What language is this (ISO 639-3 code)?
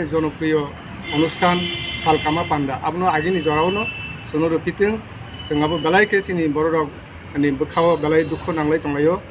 trp